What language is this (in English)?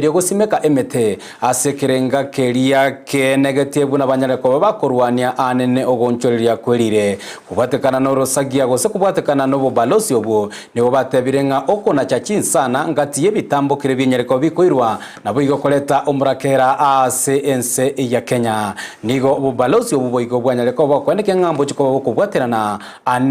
Gusii